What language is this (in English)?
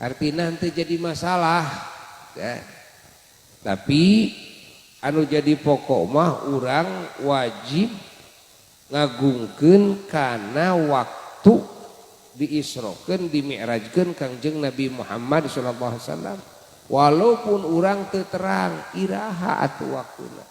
Sundanese